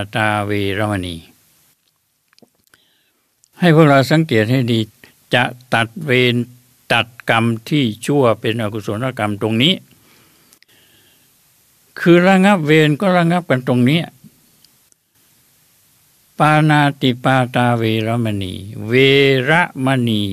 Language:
Thai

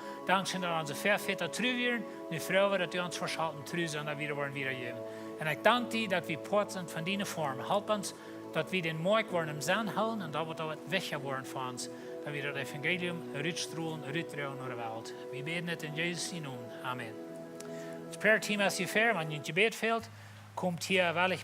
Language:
Plautdietsch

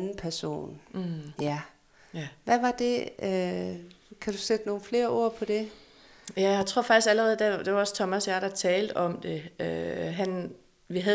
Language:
Danish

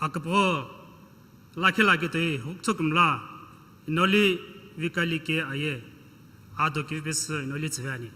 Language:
Sumi Naga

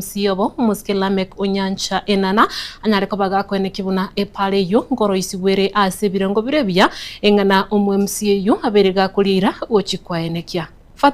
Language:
Gusii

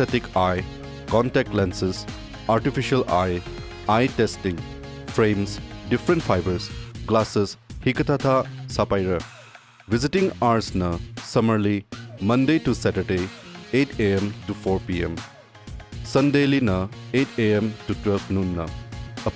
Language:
Tangkhul Naga (India)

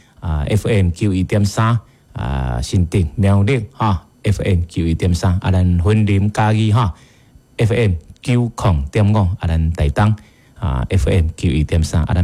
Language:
Min Nan Chinese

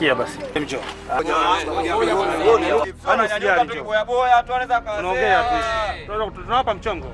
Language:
Swahili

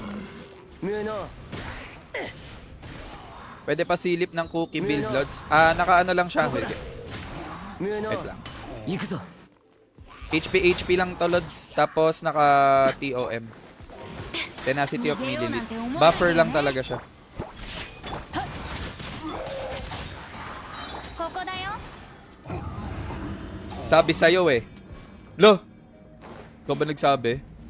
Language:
Filipino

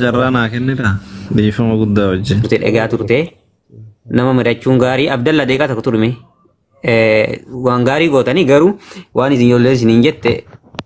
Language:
Oromo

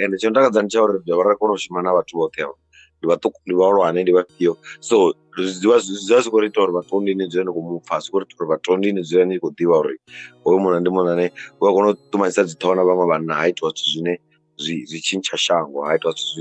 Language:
Venda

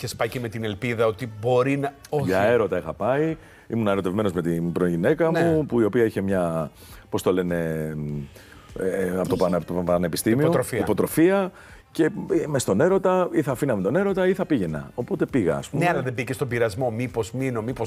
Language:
Greek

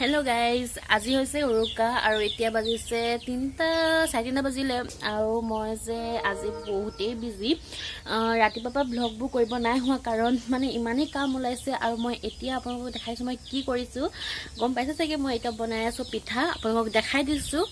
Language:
Assamese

